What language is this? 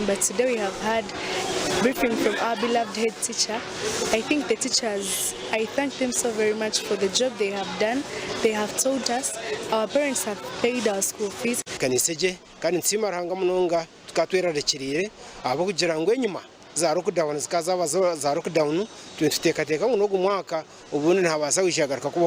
Nyankole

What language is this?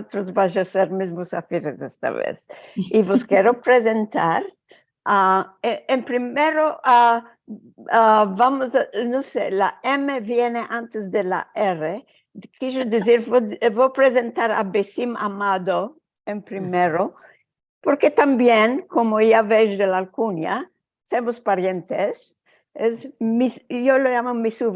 Ladino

